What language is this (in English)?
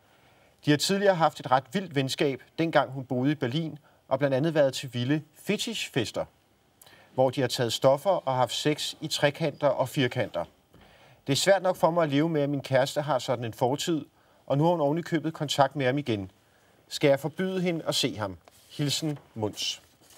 Danish